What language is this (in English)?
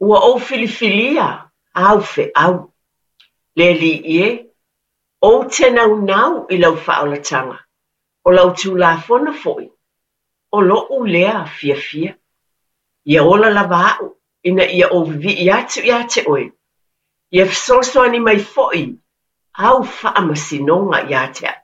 Samoan